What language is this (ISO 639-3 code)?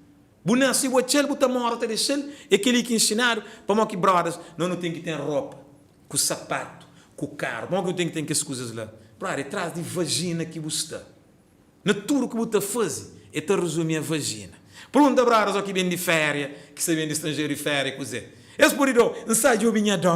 kea